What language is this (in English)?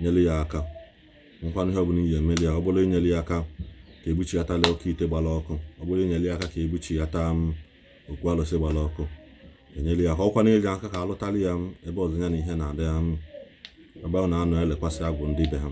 Igbo